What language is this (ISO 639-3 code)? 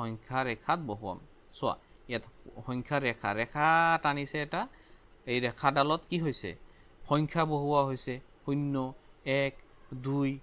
asm